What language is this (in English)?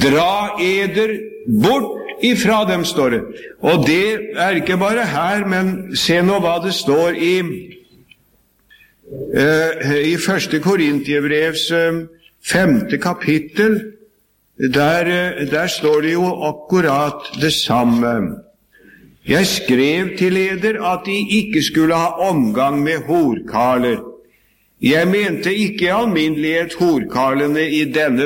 Norwegian